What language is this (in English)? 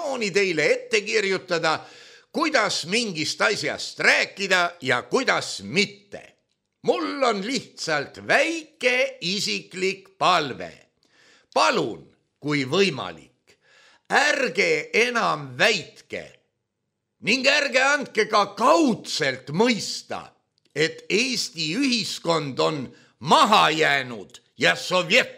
Estonian